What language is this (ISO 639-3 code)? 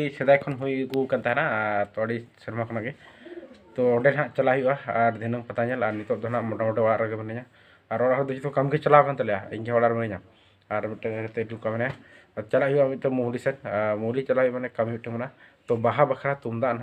sat